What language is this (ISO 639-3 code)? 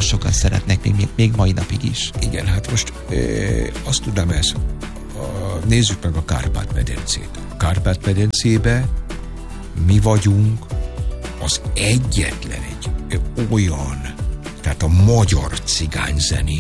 hun